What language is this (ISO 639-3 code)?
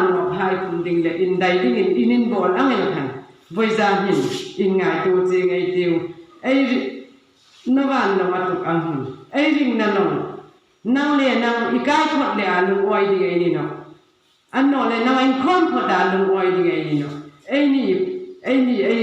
hmr